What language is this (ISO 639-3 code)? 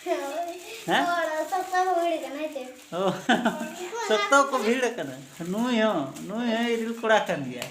sat